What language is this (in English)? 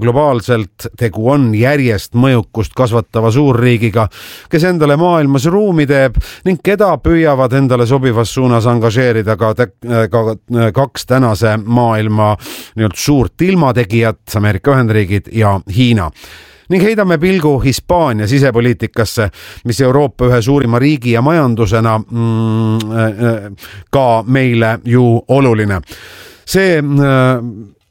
Estonian